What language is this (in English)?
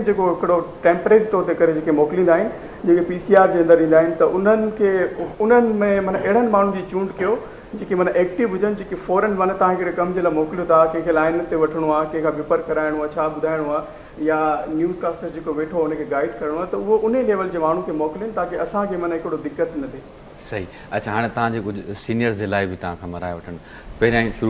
Sindhi